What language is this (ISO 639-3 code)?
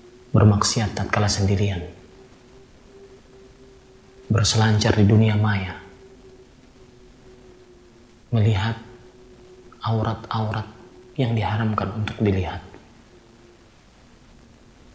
ind